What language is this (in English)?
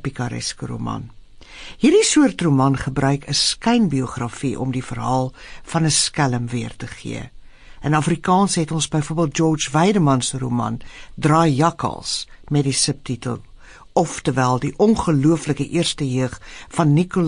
Afrikaans